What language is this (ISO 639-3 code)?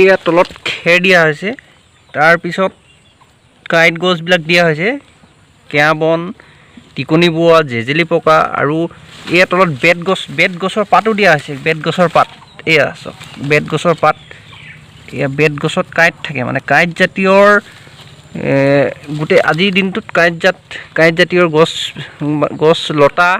asm